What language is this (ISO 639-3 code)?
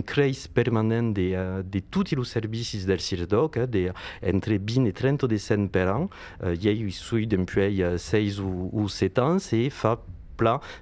oci